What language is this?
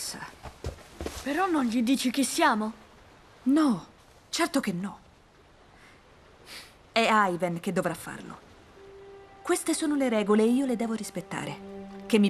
Italian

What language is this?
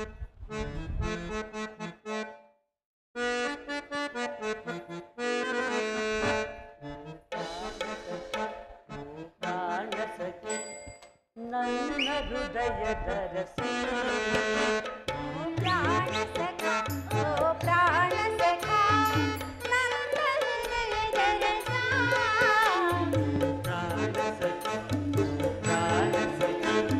Kannada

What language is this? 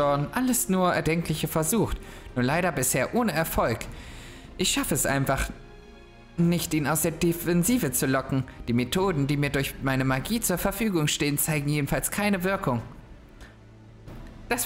German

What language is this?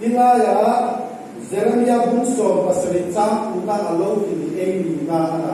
Hmar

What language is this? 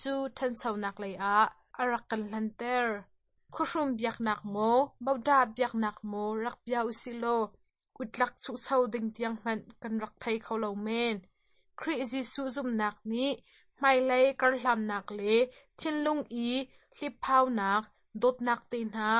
Hakha Chin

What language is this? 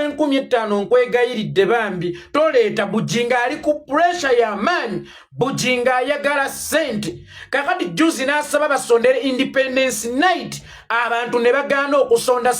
Ganda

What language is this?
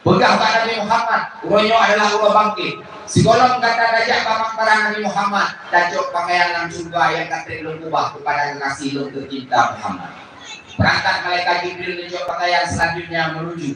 Achinese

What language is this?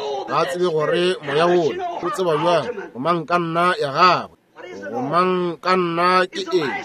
Northern Sotho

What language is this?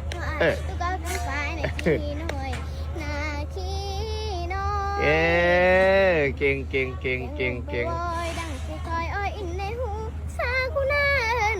Northeastern Thai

